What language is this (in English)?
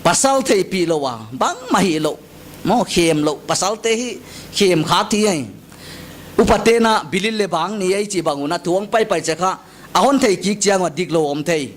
Paite Chin